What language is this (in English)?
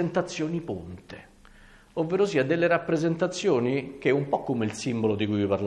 Italian